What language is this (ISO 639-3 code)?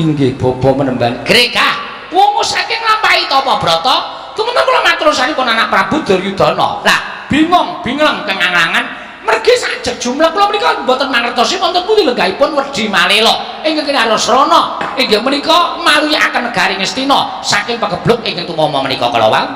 jav